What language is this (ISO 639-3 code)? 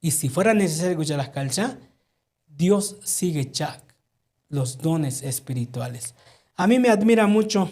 tzo